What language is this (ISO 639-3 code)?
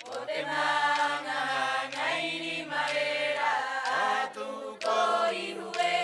rap